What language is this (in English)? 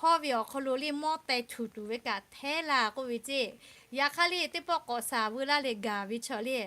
Lahu